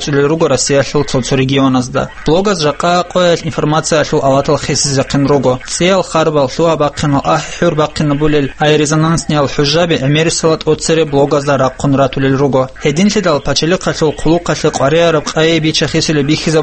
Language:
Avaric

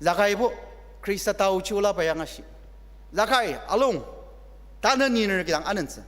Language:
Ao Naga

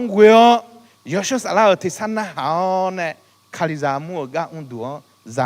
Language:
Akha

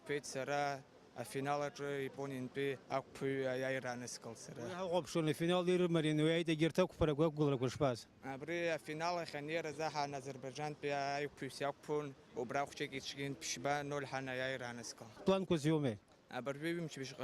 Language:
Abkhazian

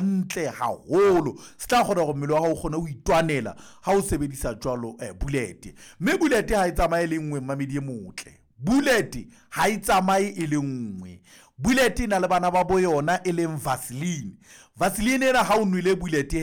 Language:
Southern Sotho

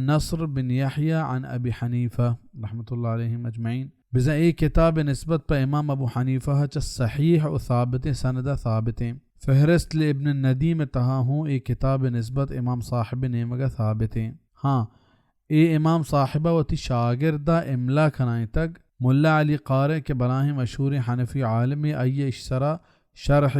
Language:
Baluchi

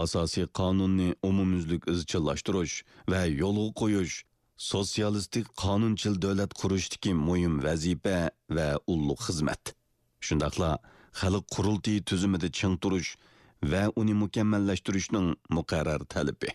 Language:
Uyghur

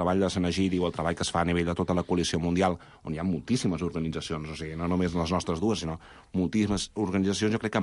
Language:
Catalan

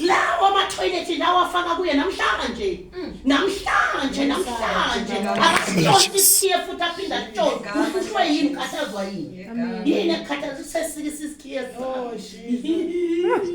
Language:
Zulu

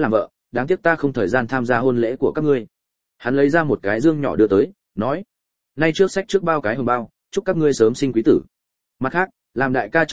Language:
Vietnamese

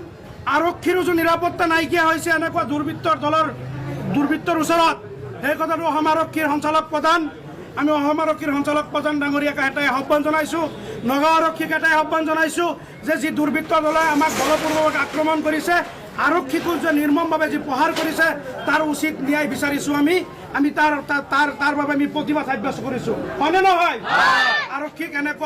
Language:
Assamese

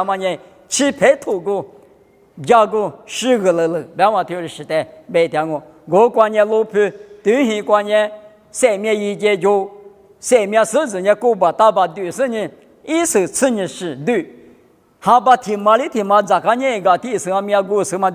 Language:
Lisu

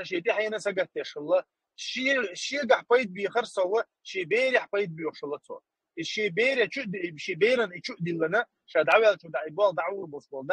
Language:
Chechen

